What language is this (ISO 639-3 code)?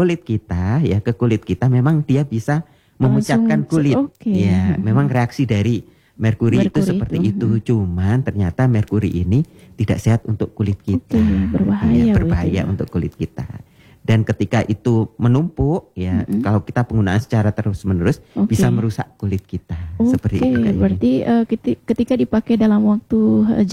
ind